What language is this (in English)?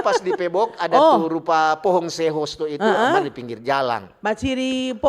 Manado Malay